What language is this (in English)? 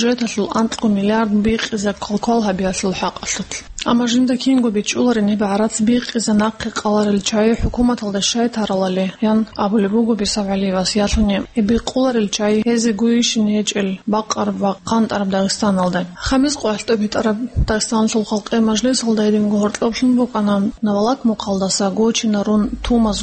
Avaric